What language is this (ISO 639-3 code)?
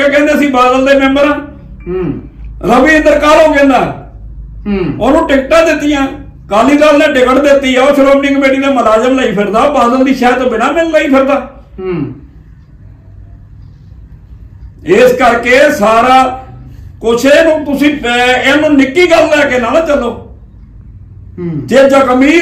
pan